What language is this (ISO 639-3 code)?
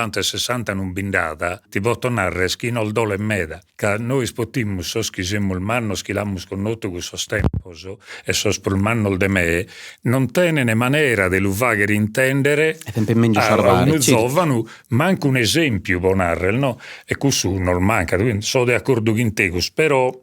srd